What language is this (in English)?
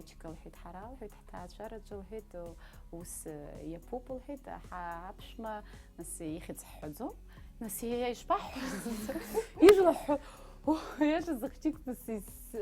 Abkhazian